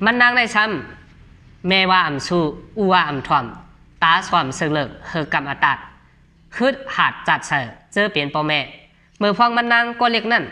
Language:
Shan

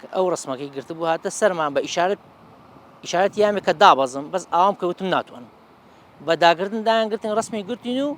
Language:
Central Kurdish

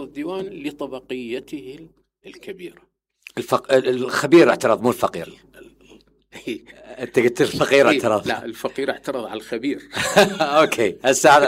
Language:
Mesopotamian Arabic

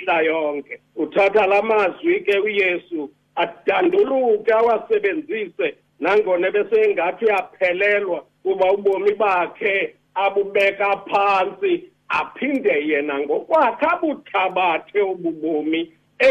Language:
Xhosa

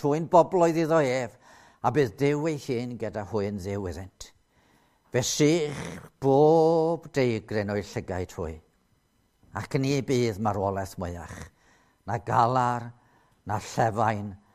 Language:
Welsh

